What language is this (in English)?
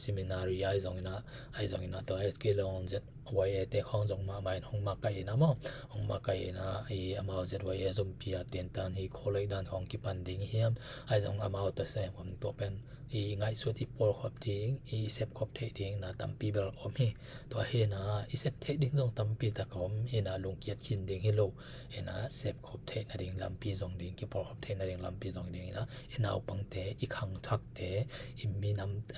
Tedim Chin